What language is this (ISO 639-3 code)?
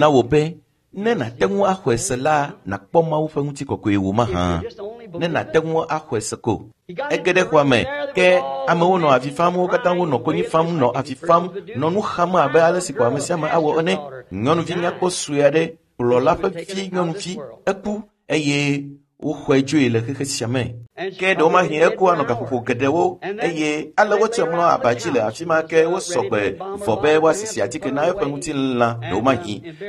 ewe